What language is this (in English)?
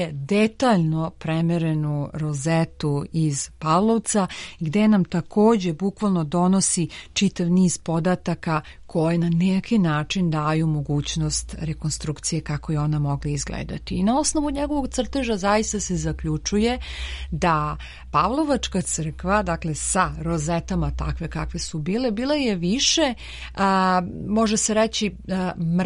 Serbian